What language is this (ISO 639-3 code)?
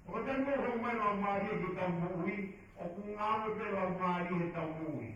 ton